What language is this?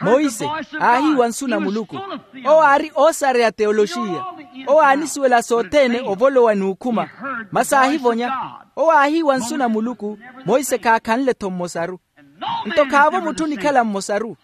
Makhuwa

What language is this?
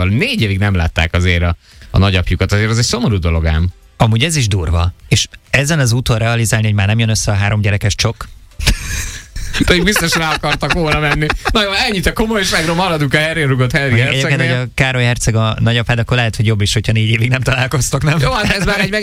Hungarian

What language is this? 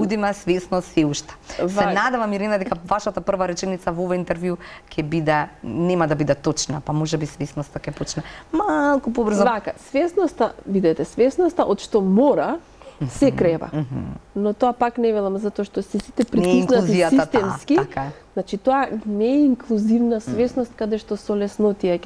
Macedonian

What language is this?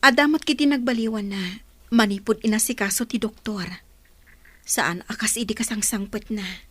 Iloko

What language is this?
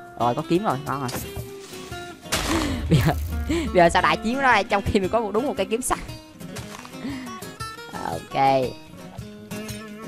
Vietnamese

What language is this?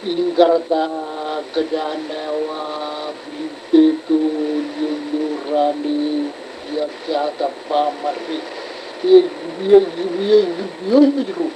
Marshallese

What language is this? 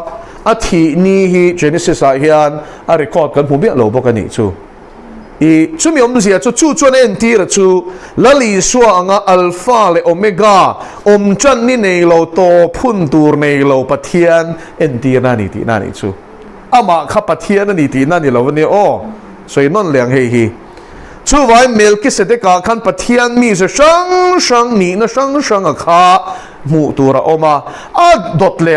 Mizo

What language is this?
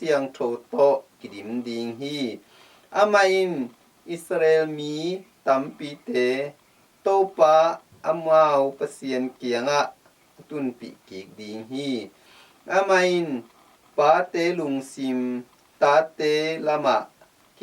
Tedim Chin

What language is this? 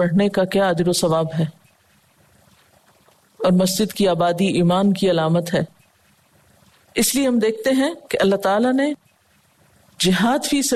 Urdu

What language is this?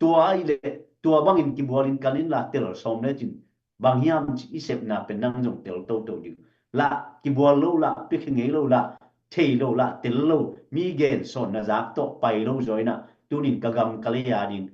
Tedim Chin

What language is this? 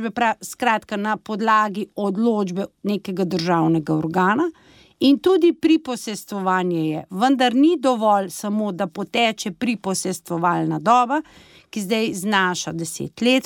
Slovenian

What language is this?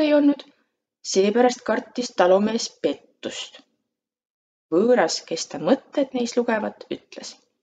Estonian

